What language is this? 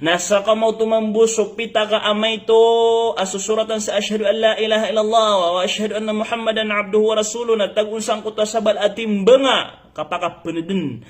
Maranao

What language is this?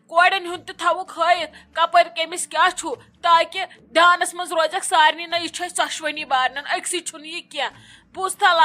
Kashmiri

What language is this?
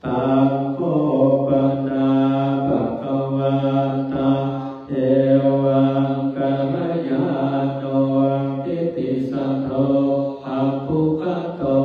Pali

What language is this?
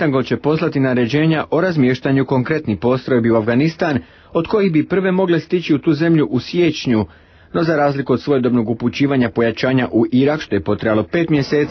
Croatian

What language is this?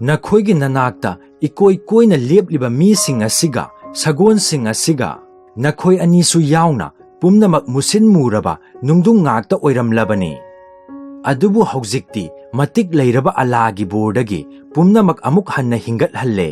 Manipuri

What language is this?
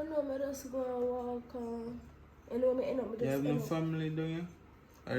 Jamaican Creole English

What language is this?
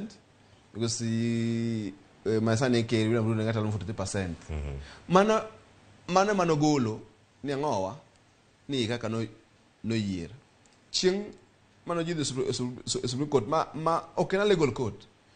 Luo (Kenya and Tanzania)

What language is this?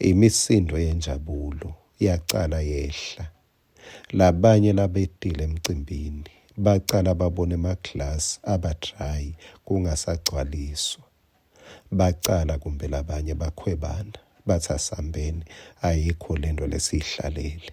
Swati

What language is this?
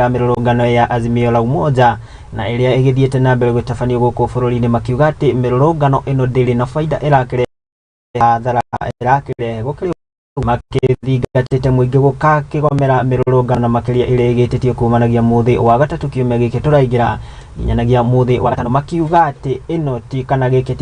Kikuyu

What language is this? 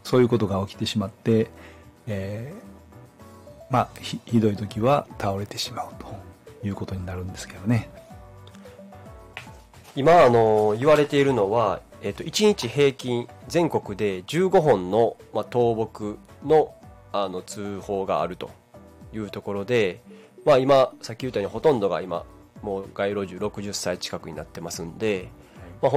Japanese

